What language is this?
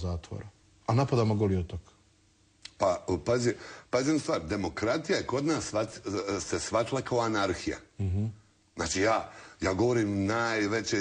Bosnian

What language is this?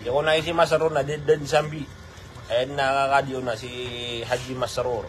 Maranao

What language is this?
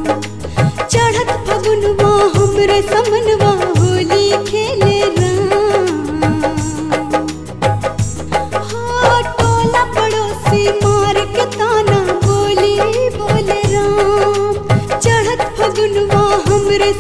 Bhojpuri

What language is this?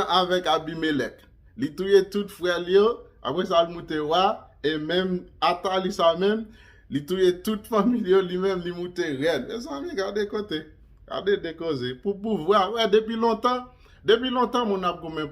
Haitian Creole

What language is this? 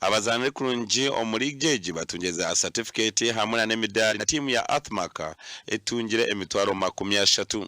Nyankole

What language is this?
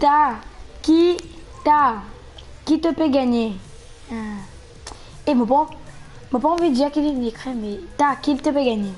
Morisyen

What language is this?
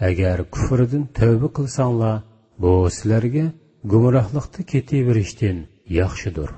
Uyghur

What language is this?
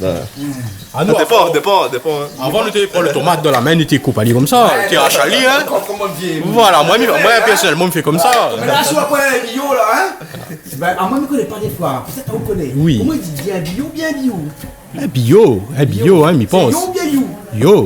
Réunion Creole French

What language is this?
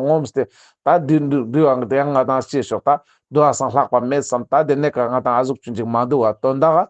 Ladakhi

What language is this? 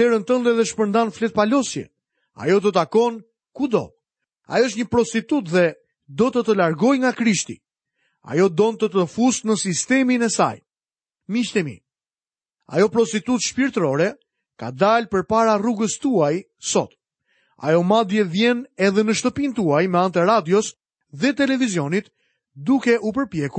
Albanian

